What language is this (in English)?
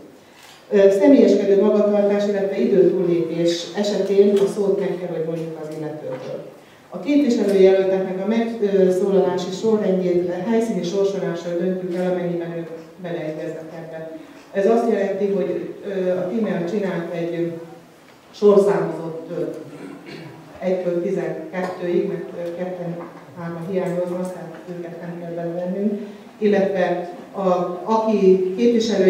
Hungarian